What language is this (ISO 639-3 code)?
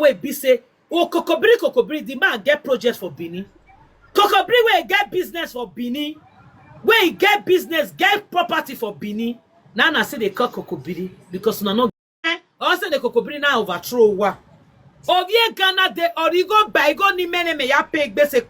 pcm